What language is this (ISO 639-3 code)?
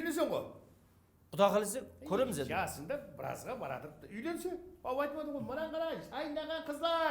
kaa